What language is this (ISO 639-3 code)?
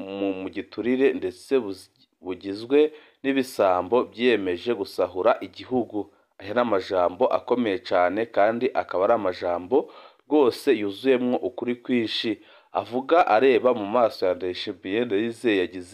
run